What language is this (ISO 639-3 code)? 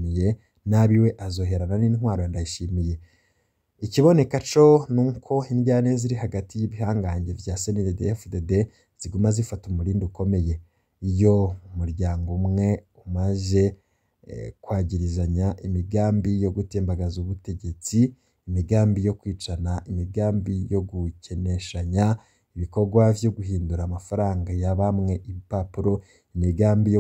run